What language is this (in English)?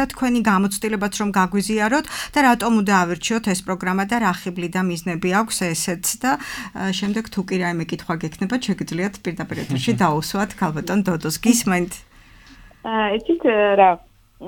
Georgian